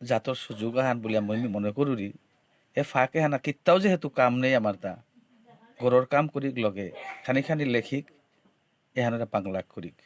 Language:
Bishnupriya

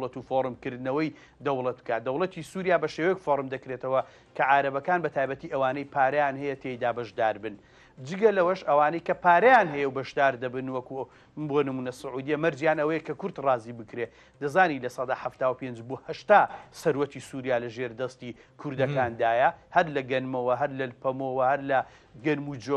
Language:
Central Kurdish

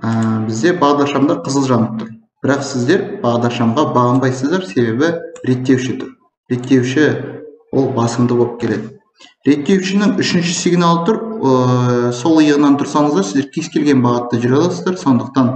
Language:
Kazakh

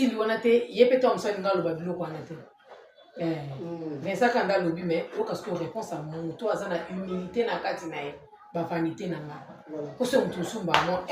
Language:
Lingala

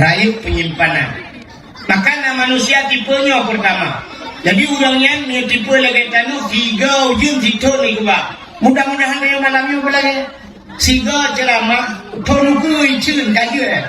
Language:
Achinese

